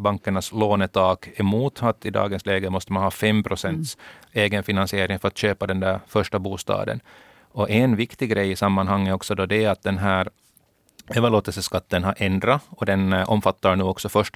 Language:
Swedish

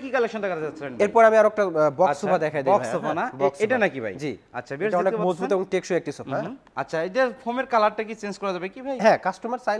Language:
Bangla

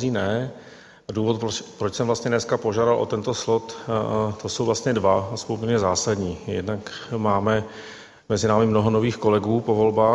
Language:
Czech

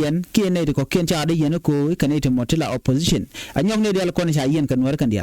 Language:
Nuer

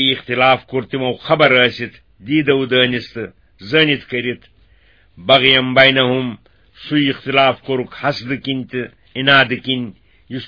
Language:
Kashmiri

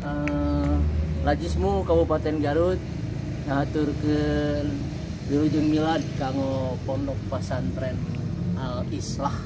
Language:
Sundanese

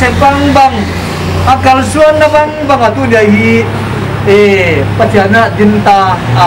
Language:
Paite Chin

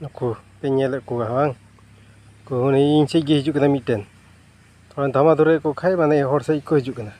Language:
Santali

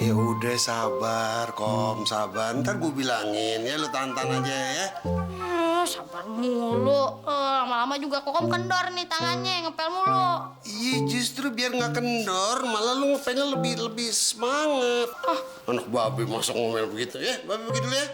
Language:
Betawi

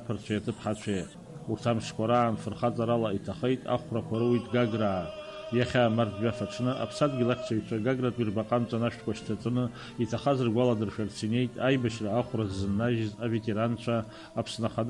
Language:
Abkhazian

